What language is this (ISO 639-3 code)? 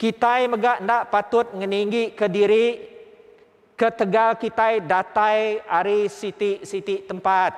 iba